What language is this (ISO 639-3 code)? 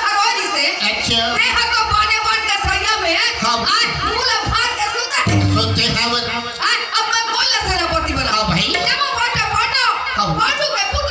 hne